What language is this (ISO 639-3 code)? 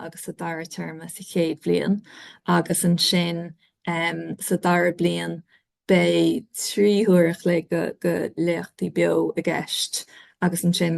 gle